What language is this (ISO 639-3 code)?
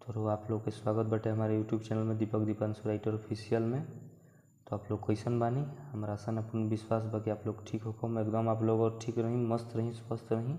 bho